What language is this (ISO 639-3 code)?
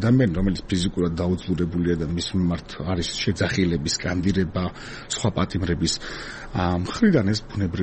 kat